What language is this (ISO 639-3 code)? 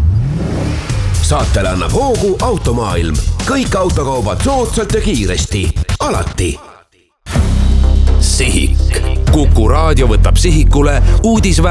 est